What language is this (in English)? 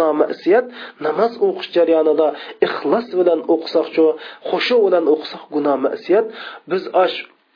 Uyghur